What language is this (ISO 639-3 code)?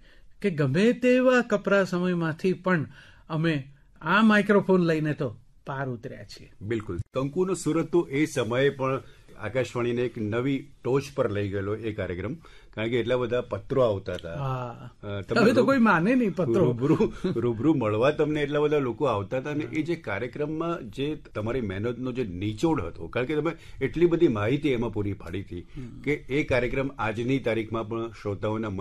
guj